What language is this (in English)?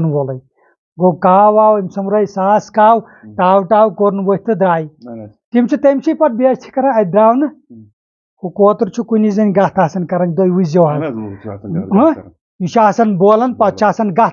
Kashmiri